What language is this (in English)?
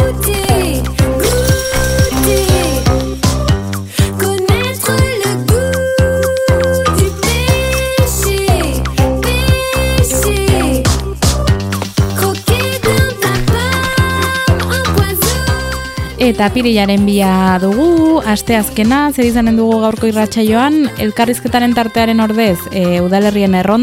Basque